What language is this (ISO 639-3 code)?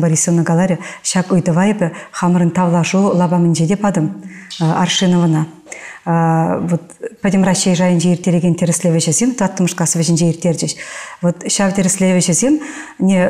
chv